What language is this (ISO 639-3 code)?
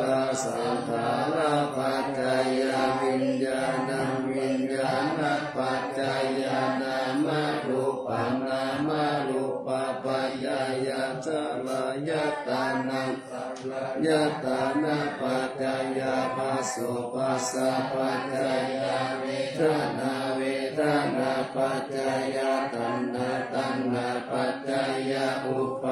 pli